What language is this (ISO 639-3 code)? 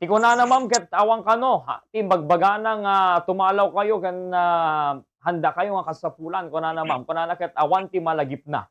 ilo